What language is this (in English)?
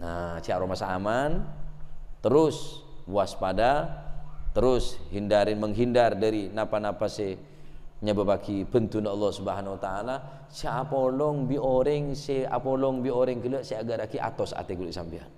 Madurese